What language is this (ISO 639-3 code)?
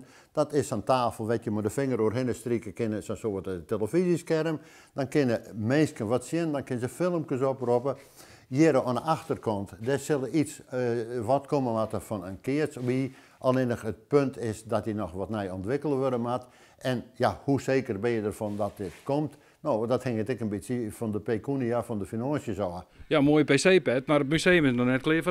fry